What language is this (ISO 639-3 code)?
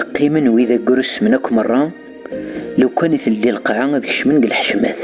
kab